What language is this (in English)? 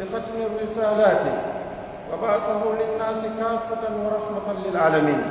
Pular